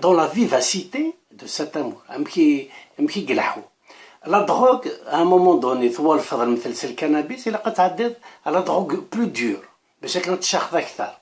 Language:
Kabyle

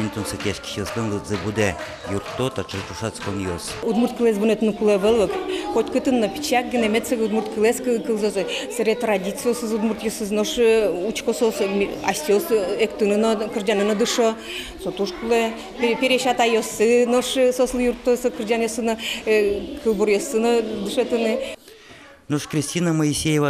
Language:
Udmurt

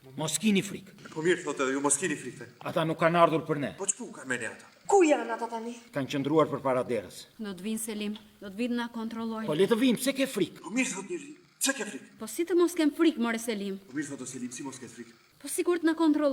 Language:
Albanian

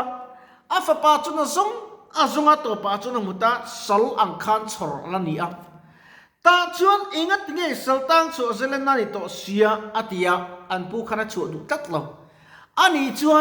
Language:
Mizo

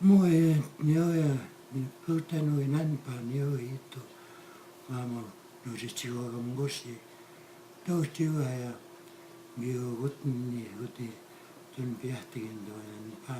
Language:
Plains Cree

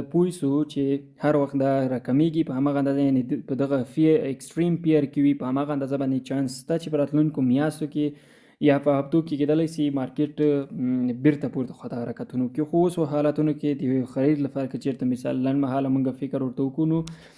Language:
Pashto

